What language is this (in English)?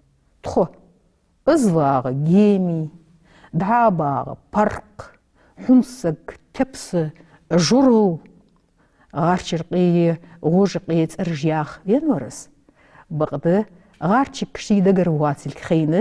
Ingush